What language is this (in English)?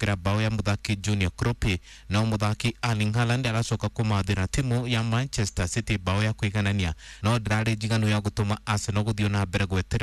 Kikuyu